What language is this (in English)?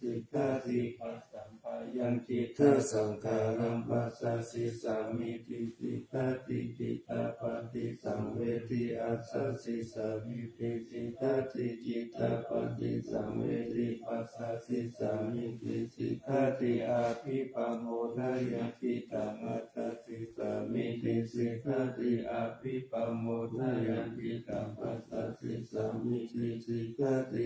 Pali